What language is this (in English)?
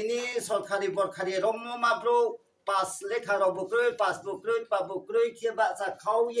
Riang (India)